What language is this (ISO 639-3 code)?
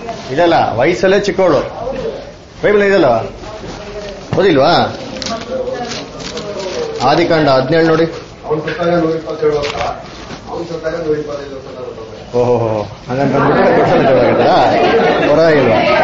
kan